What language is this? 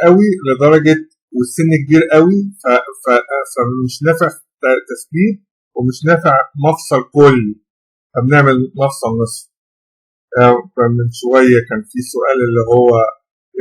Egyptian Arabic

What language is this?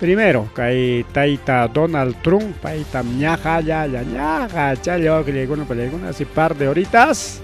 Ayacucho Quechua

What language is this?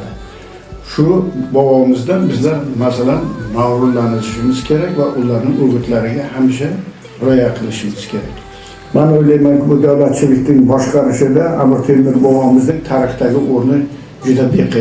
Uzbek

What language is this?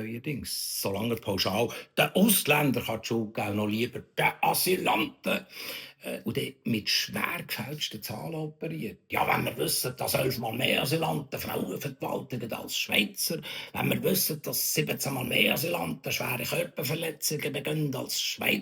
Swiss German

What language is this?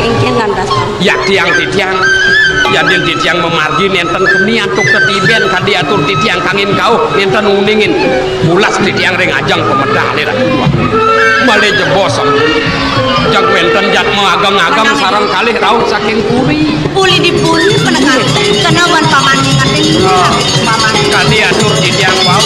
Balinese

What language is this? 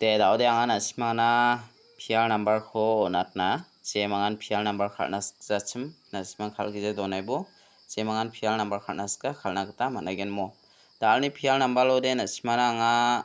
Garo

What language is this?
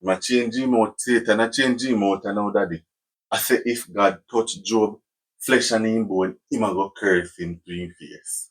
Jamaican Creole English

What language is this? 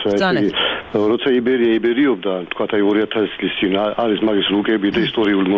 Georgian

